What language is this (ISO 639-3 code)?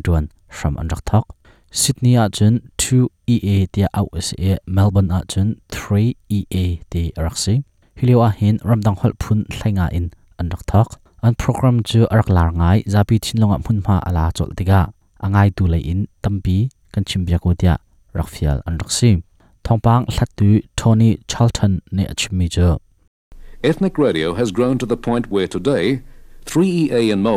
cnh